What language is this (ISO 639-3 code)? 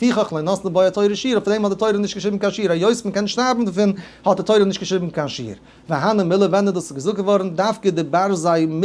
yid